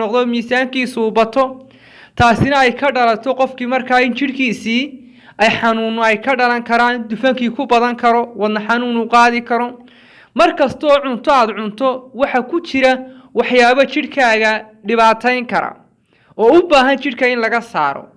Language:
Somali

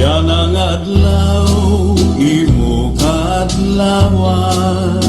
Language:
Waray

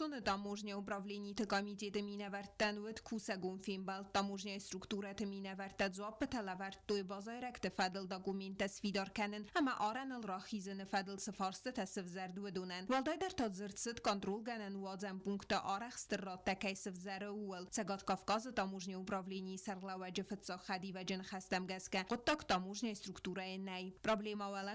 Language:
Ossetic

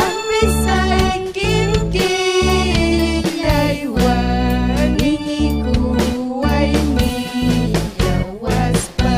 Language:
Ayacucho Quechua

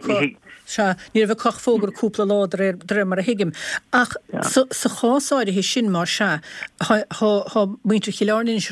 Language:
Irish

